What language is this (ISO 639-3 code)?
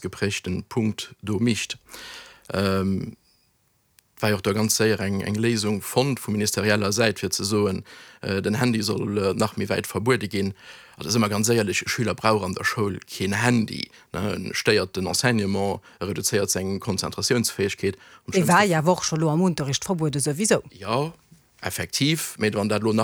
ltz